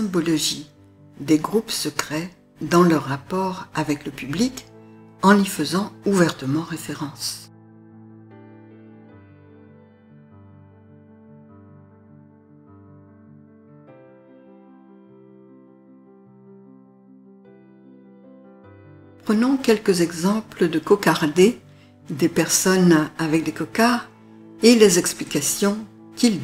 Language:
French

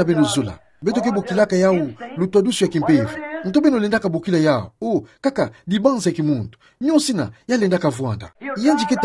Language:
Kituba (Democratic Republic of Congo)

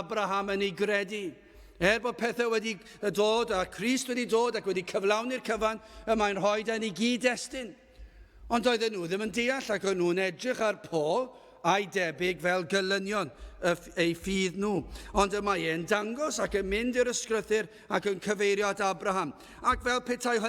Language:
Welsh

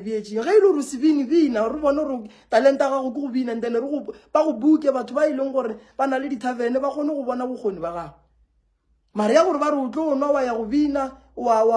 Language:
Northern Sotho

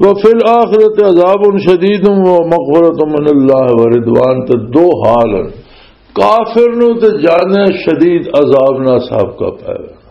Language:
Western Panjabi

